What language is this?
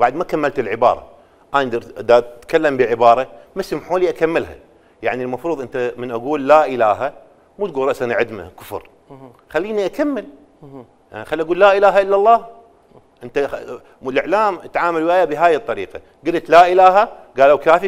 Mesopotamian Arabic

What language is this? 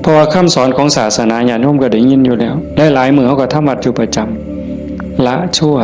Northeastern Thai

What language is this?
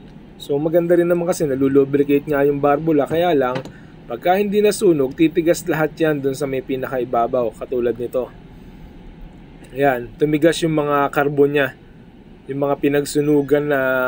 Filipino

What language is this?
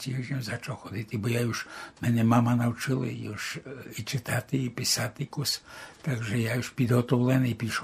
Rusyn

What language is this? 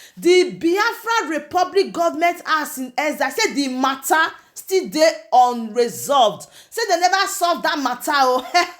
Nigerian Pidgin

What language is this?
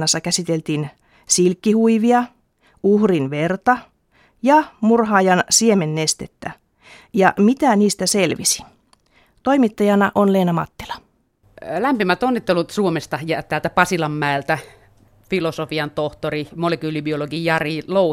Finnish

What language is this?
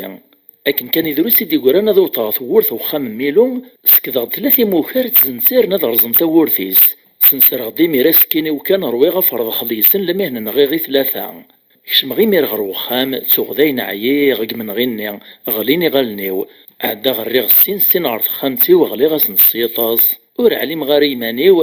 Kabyle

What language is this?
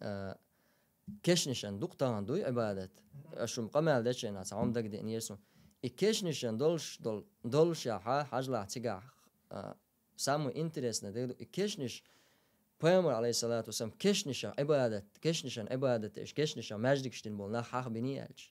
Chechen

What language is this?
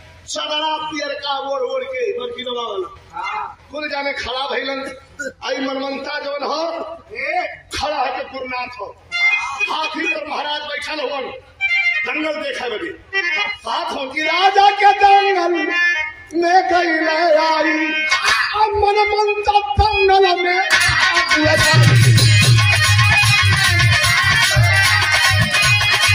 Bhojpuri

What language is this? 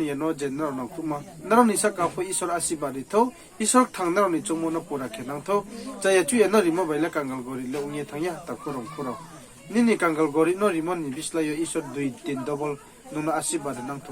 Riang (India)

